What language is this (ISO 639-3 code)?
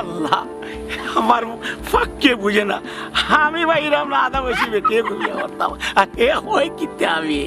syl